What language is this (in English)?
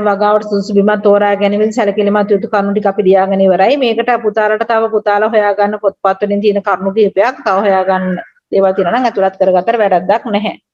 Sinhala